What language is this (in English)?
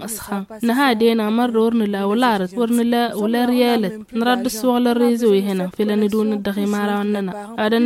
Tamasheq